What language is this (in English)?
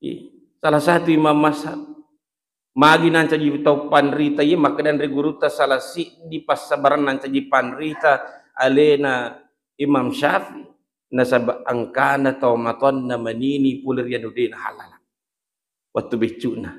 Buginese